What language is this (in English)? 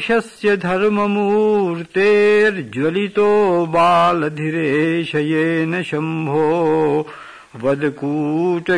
Sanskrit